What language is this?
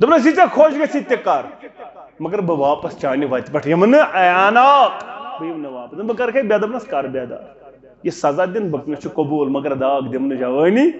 Kashmiri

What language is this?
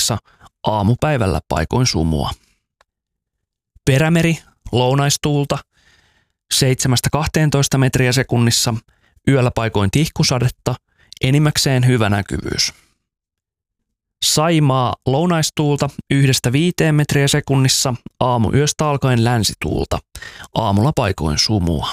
Finnish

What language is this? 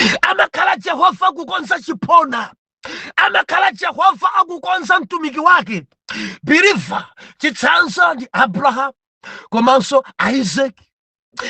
Nyanja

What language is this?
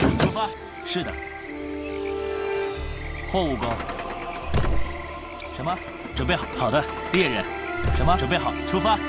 Chinese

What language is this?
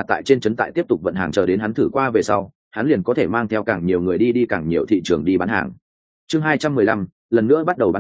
Vietnamese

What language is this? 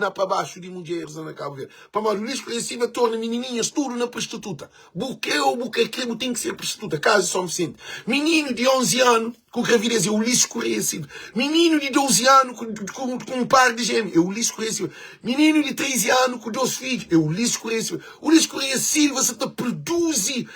Kabuverdianu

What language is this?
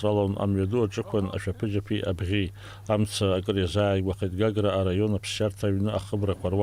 Abkhazian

